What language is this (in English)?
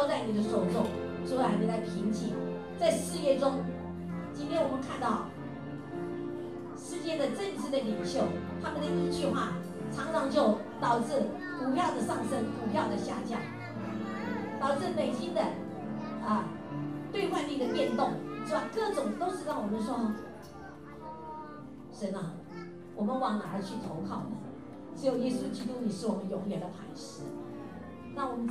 Chinese